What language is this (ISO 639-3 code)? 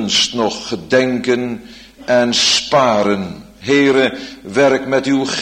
nld